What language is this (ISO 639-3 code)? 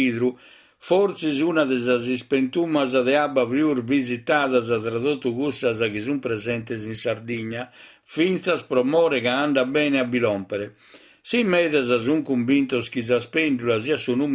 srd